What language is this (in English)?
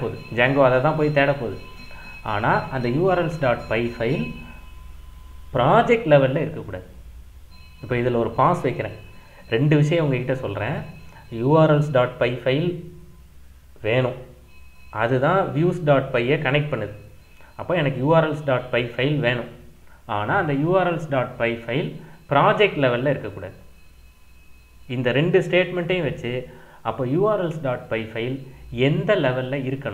Tamil